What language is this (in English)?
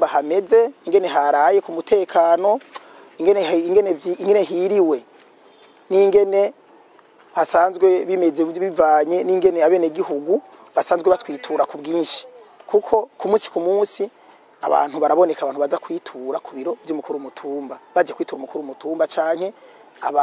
Rundi